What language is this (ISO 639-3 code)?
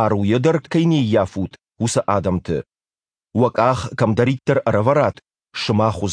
oss